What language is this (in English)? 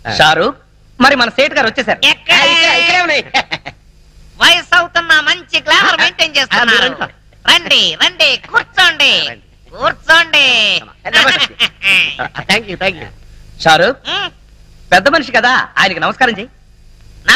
Telugu